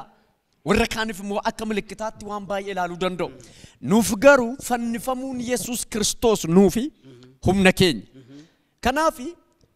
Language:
Oromo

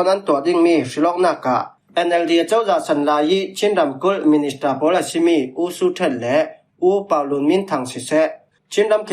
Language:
Falam Chin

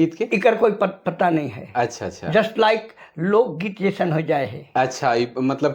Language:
Sadri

